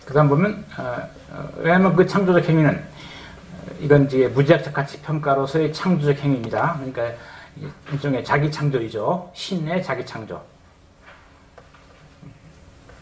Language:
Korean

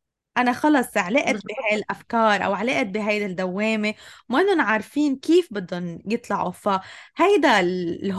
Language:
North Levantine Arabic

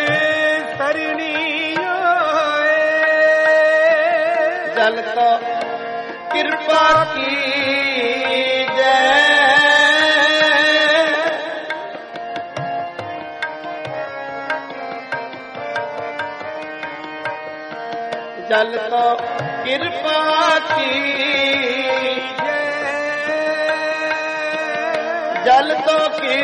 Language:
Hindi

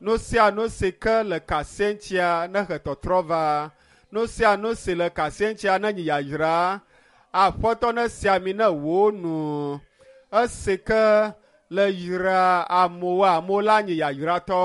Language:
Ewe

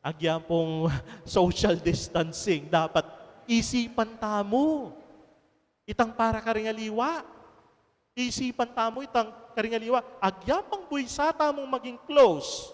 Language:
Pampanga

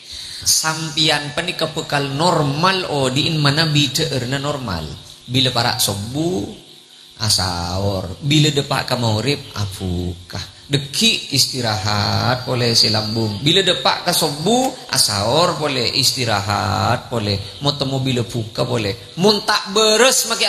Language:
Madurese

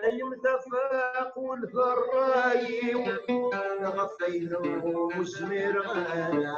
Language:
Kabyle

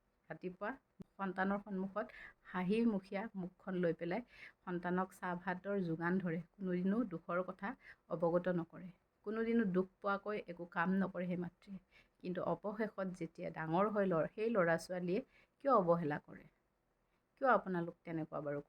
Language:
Assamese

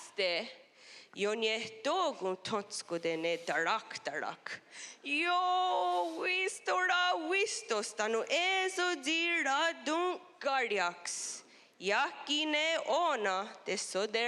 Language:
Mohawk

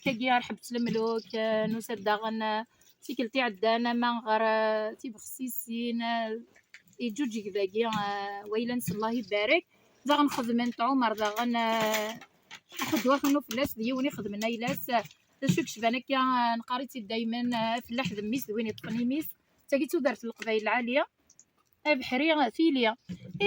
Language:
Kabyle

